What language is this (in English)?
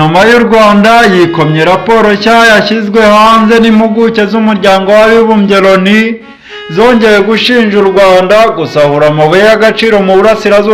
Kinyarwanda